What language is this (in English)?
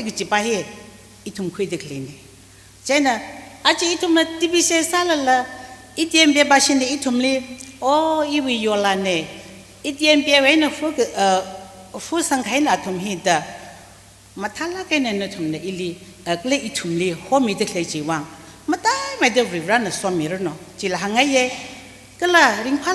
Tangkhul Naga (India)